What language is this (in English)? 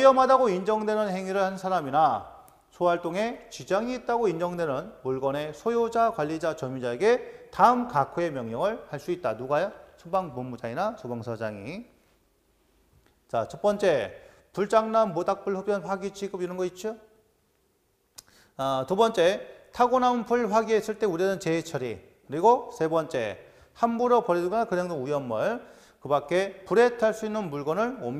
Korean